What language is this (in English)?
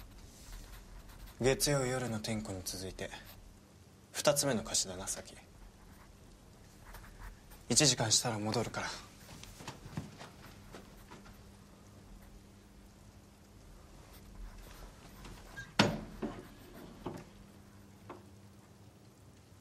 Japanese